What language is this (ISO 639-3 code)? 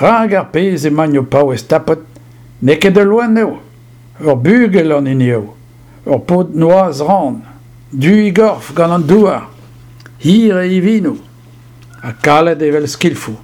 bre